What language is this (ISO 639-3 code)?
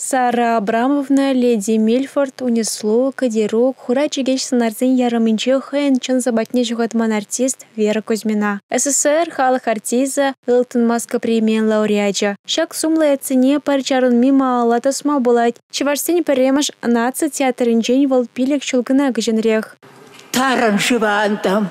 chv